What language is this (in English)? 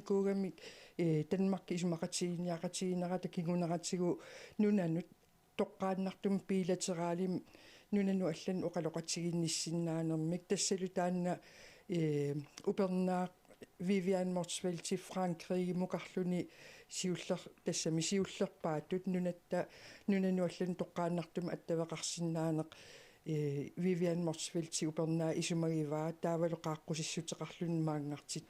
Kalaallisut